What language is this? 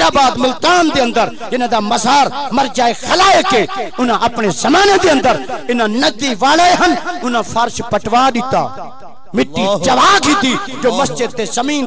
Saraiki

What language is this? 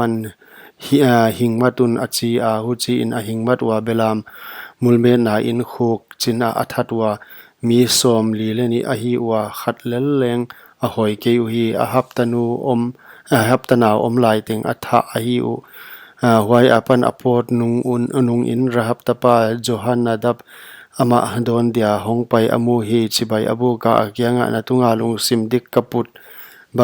Paite Chin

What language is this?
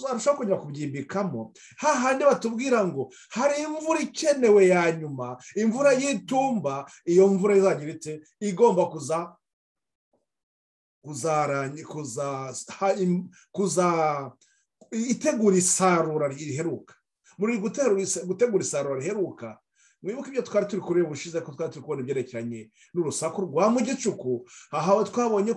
Kinyarwanda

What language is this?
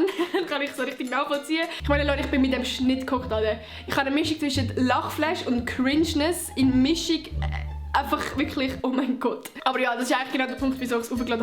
Swiss German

